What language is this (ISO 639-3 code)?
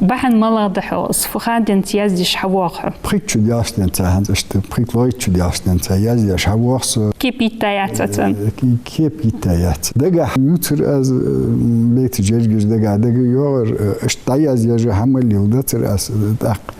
inh